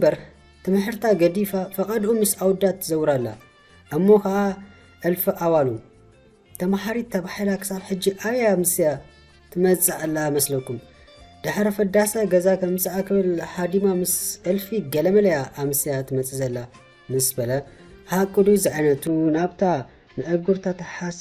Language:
Tigrinya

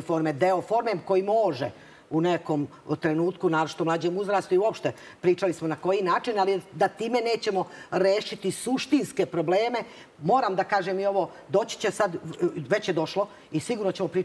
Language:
Serbian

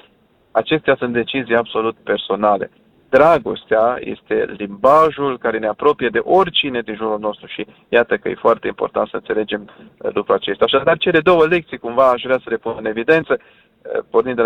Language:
Romanian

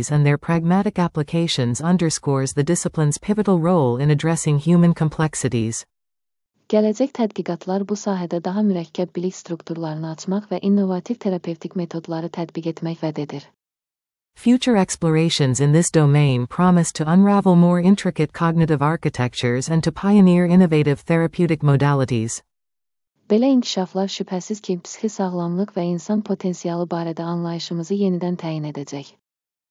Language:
Azerbaijani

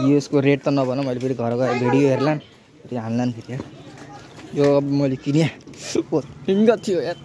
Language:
Nepali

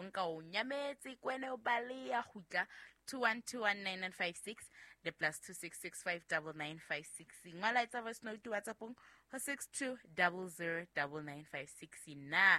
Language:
Southern Sotho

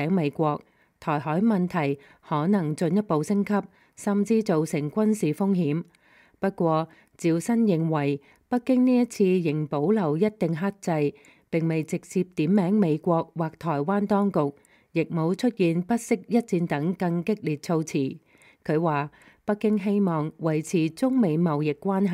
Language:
Cantonese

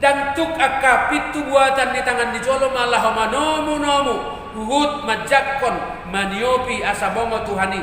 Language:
Batak Toba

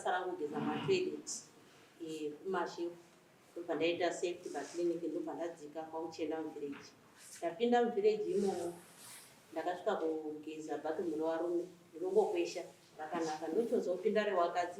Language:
Shona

